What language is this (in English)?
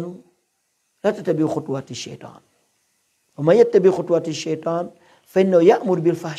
Pular